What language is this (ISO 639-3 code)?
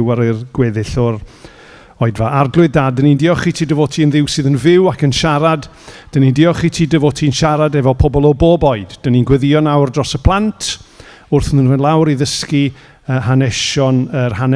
cym